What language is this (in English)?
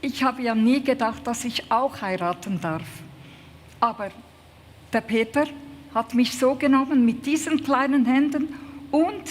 Swiss German